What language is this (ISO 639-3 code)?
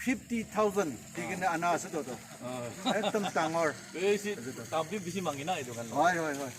nag